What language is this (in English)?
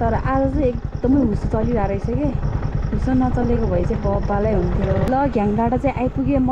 Nepali